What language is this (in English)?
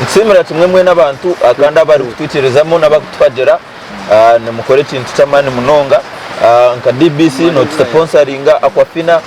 Nyankole